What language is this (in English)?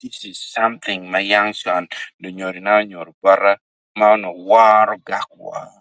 Acoli